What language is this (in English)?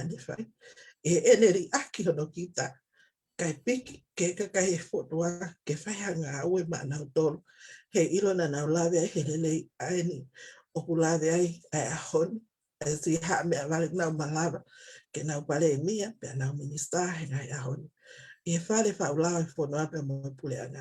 Tongan